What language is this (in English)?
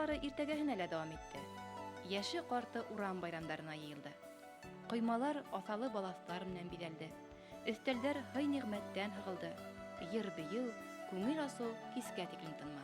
Bashkir